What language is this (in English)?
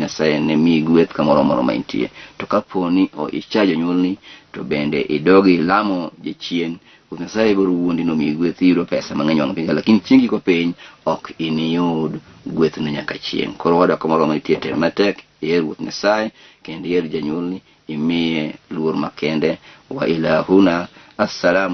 Luo (Kenya and Tanzania)